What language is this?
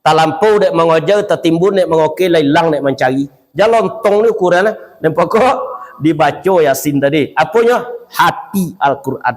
Minangkabau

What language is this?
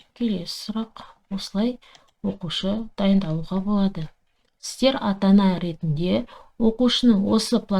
Kazakh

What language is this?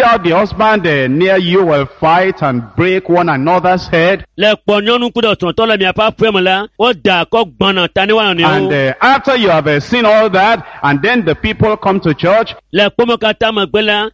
Ewe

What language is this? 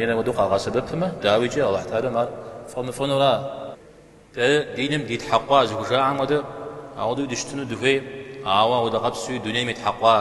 Kabardian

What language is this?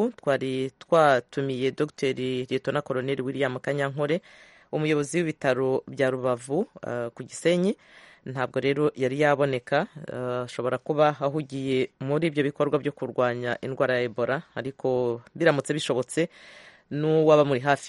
Kinyarwanda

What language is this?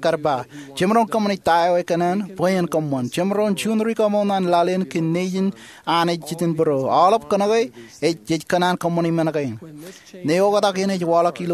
Marshallese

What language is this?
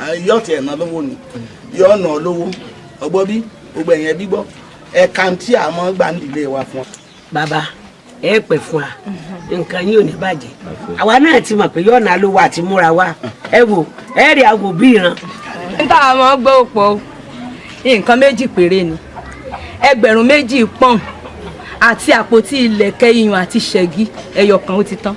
Yoruba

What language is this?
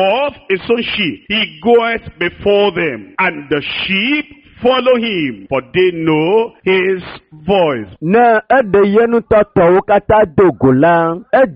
Ewe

